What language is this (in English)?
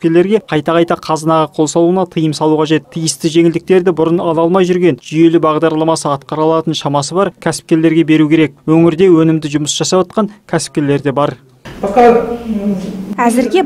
Kazakh